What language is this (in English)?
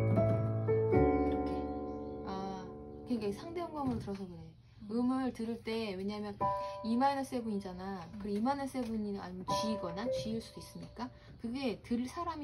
Korean